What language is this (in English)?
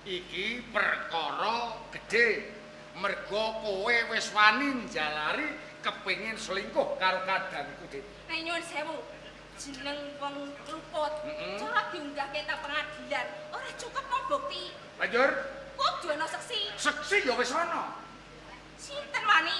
Javanese